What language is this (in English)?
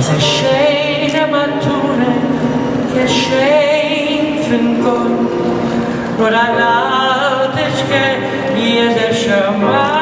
Yiddish